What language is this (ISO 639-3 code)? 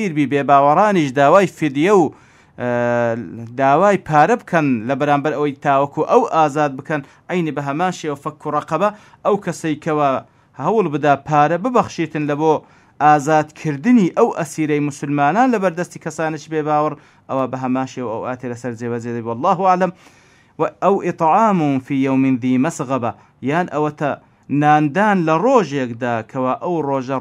ckb